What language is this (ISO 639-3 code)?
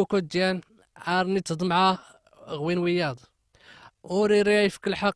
kab